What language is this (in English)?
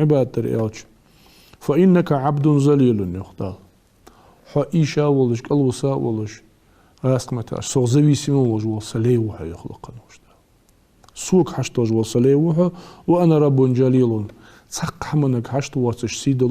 Ingush